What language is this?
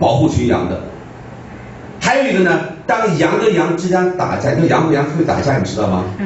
Chinese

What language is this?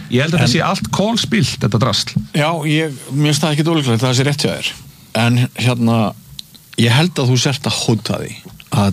Icelandic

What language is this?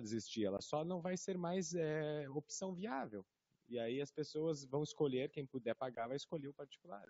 Portuguese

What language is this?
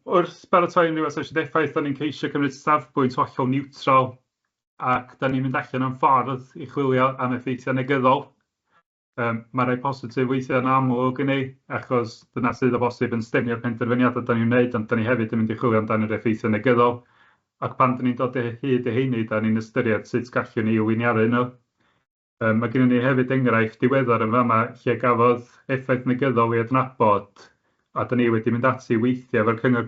Welsh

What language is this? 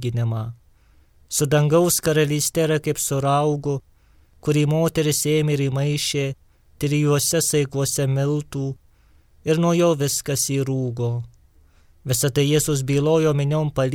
Lithuanian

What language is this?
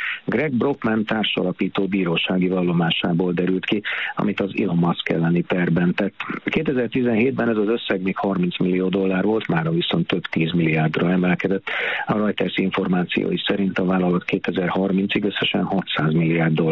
Hungarian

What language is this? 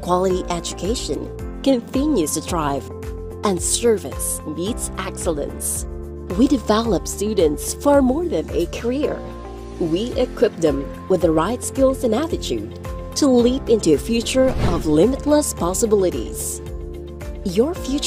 Bikol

